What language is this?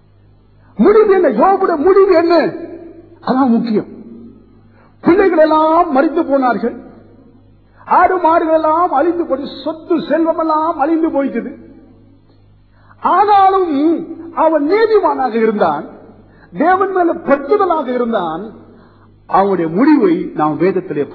Tamil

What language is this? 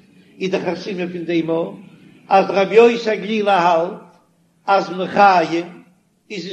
Yiddish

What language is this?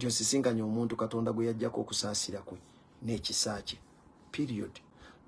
Ganda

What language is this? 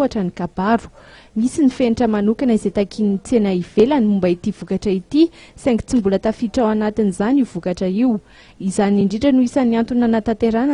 Malagasy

